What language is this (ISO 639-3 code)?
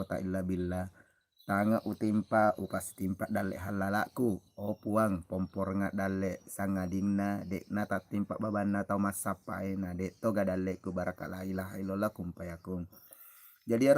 bug